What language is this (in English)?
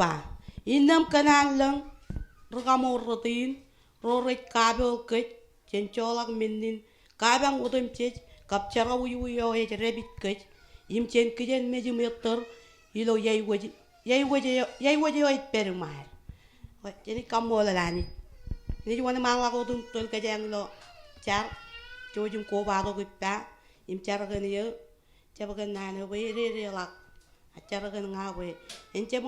Marshallese